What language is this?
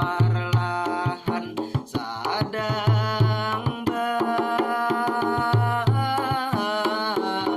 Banjar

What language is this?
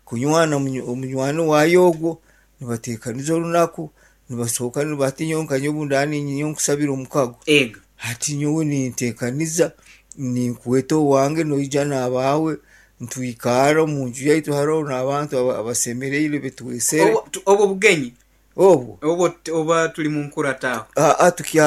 Nyankole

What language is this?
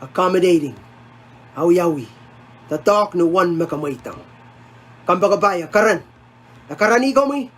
Pohnpeian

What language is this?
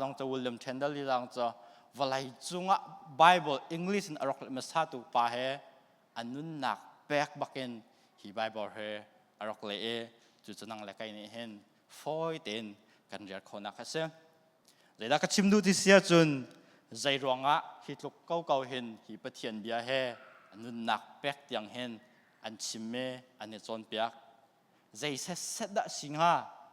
Hakha Chin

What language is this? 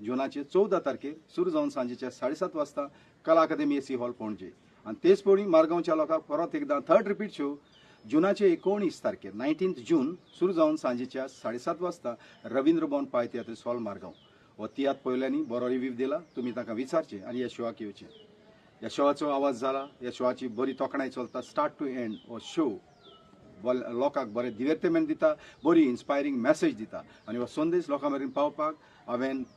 Konkani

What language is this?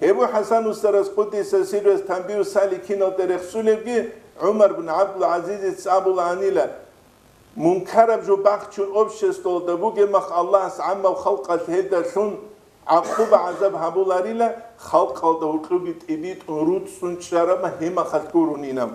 Avaric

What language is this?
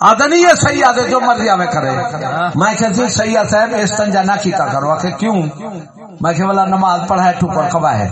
Saraiki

